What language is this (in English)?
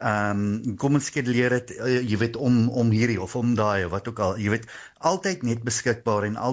Afrikaans